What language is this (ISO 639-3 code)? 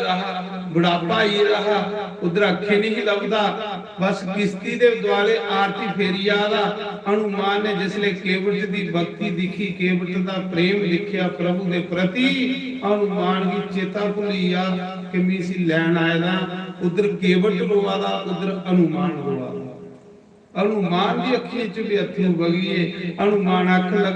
doi